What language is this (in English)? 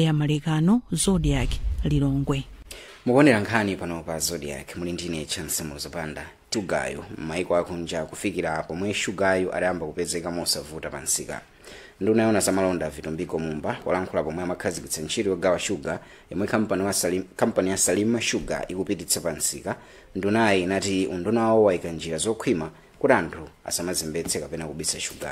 Nyanja